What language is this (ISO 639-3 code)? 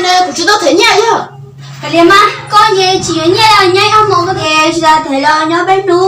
hmn